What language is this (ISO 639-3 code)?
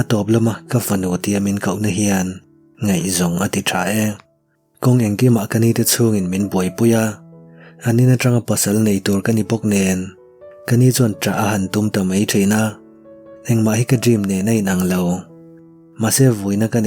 lus